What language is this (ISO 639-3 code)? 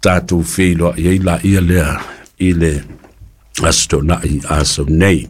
smo